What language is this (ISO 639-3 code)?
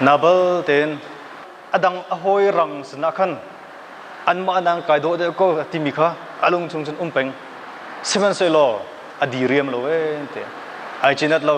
cnh